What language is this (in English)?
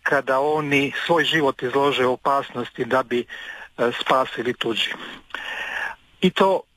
Croatian